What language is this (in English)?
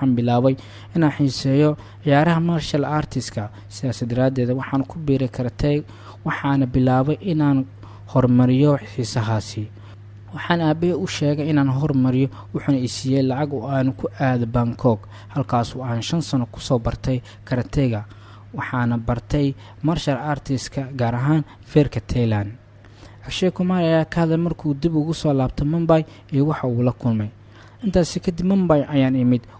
Somali